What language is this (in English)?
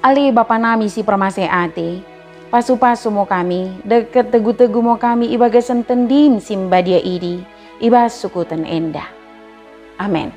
Batak Dairi